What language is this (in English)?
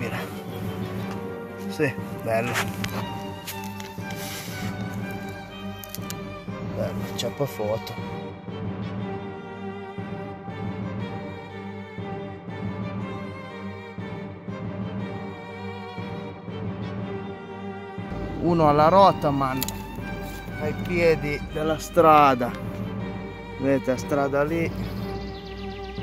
Italian